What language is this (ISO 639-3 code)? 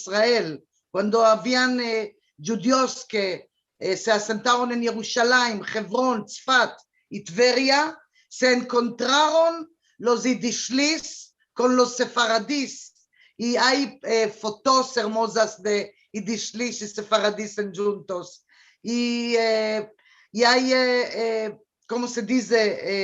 lad